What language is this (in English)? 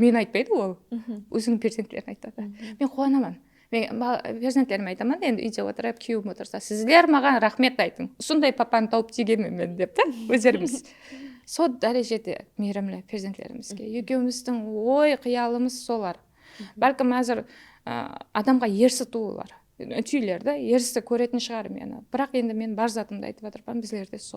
Kara-Kalpak